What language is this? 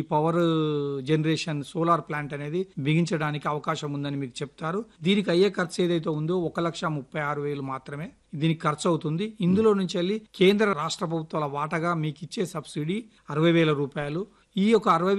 Telugu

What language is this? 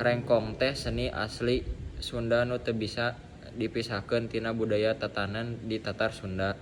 Sundanese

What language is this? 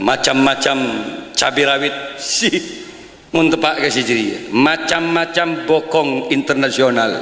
Madurese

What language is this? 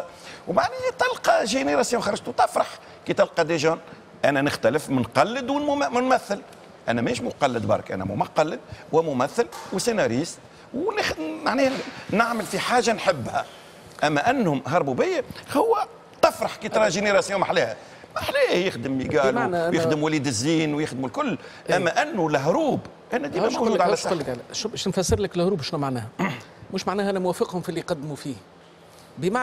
Tunisian Arabic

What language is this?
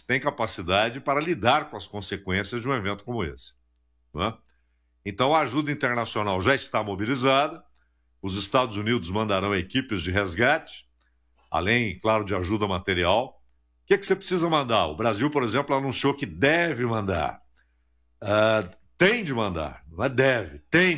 Portuguese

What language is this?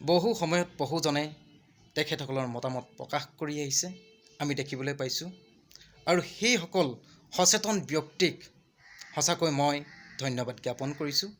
Assamese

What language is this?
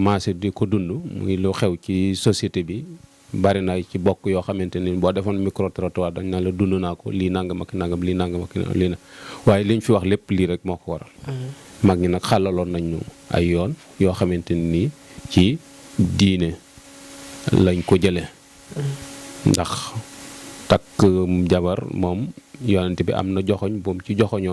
Wolof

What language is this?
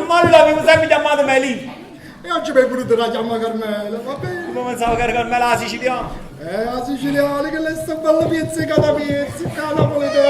Neapolitan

